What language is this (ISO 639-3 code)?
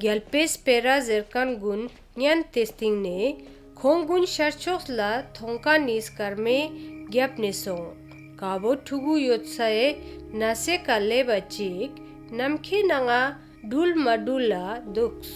lbj